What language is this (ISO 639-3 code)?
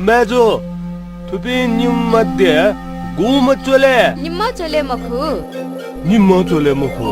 new